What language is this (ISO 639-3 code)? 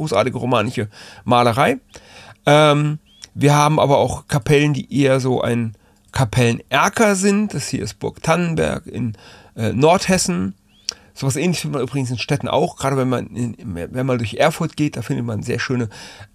deu